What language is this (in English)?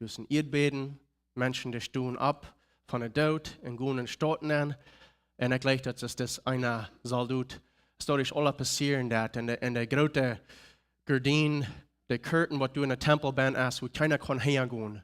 Plautdietsch